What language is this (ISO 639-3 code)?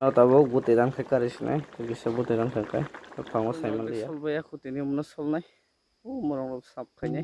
trp